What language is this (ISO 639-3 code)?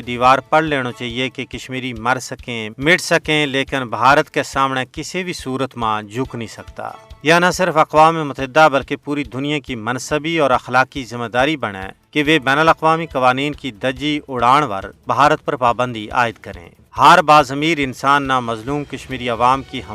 gju